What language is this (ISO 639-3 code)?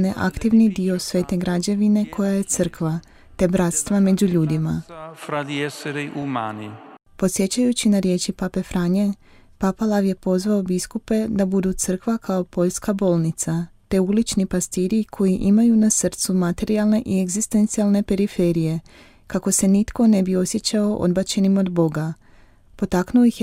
hrv